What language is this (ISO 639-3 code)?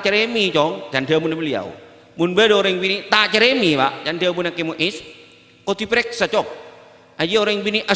mad